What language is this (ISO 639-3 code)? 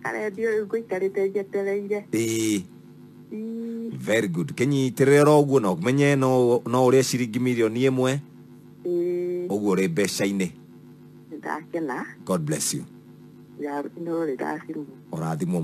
kik